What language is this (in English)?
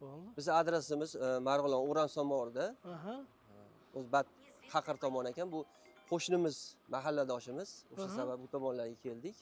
Uzbek